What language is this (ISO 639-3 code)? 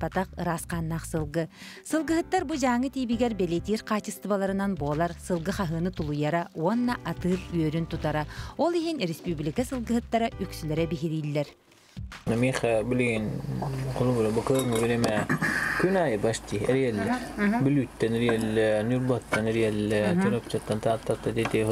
sah